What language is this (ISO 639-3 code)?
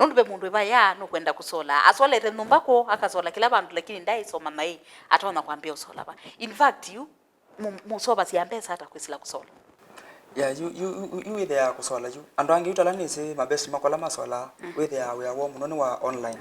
kam